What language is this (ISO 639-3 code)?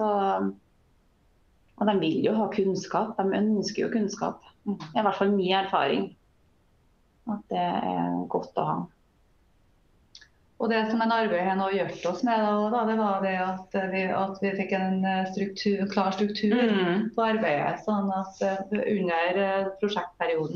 nor